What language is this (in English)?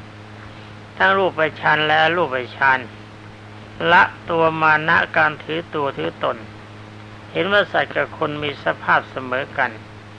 Thai